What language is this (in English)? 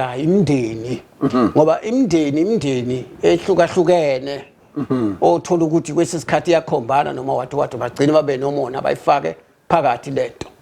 Zulu